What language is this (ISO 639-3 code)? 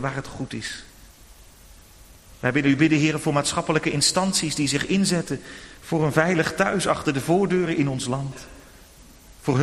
nld